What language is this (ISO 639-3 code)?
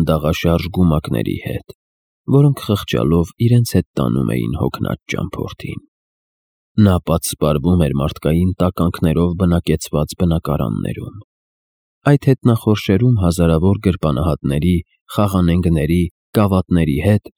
hye